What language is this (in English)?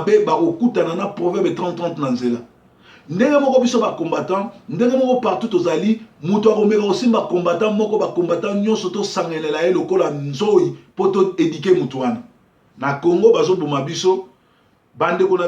Lingala